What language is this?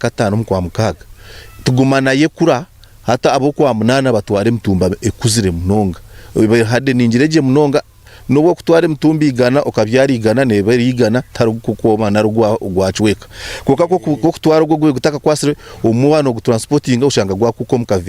Nyankole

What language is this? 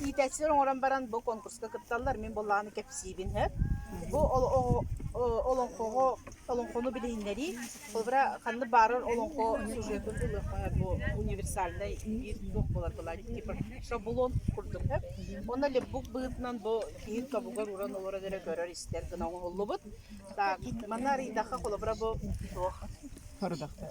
Yakut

